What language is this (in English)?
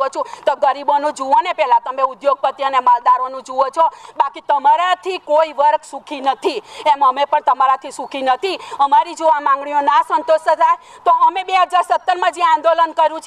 Gujarati